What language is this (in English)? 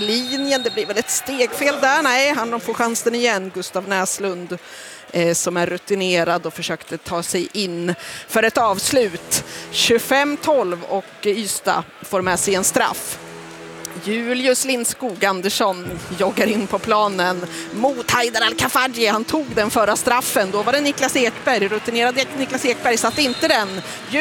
Swedish